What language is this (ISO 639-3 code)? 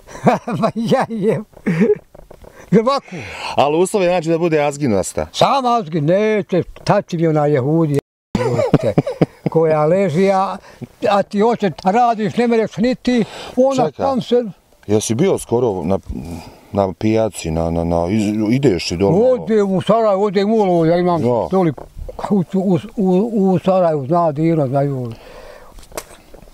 bos